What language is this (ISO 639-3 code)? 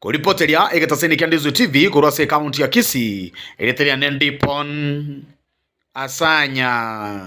guz